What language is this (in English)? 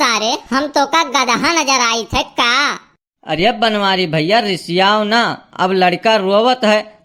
Awadhi